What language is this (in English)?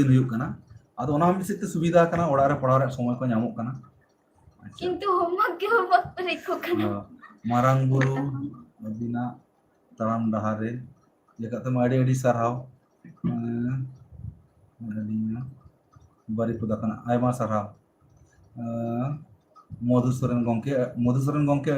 Santali